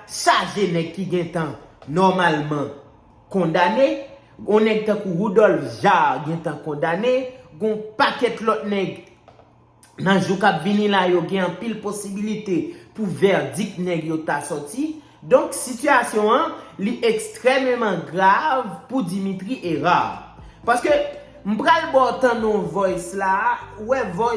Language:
Haitian Creole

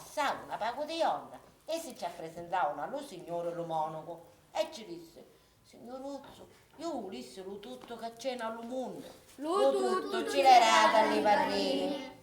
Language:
Sicilian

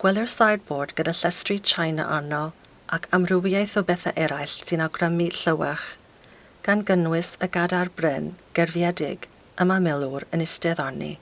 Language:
Welsh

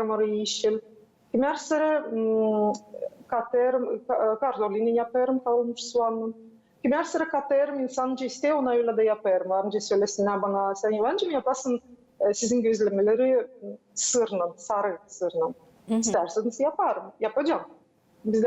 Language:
Gagauz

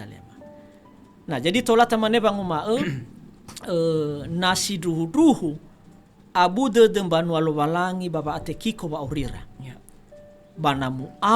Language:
Nias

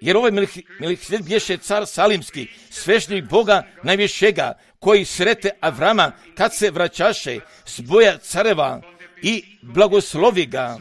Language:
Croatian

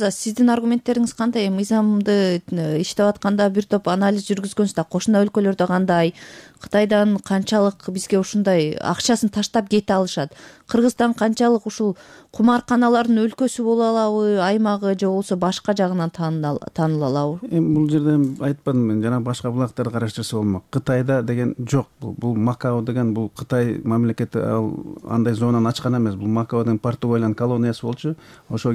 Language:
Kyrgyz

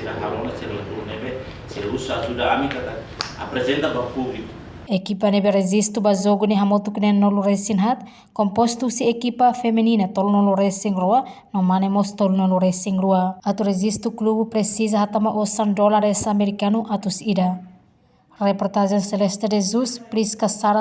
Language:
Tetum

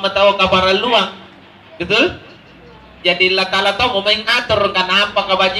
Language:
Makasar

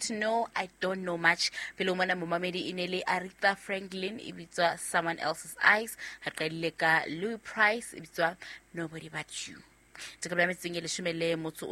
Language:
Southern Sotho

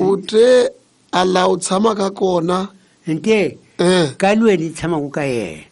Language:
Tsonga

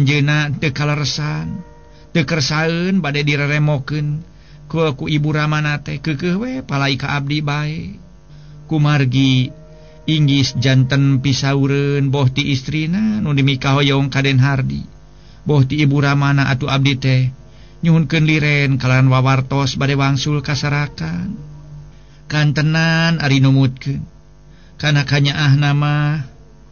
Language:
Sundanese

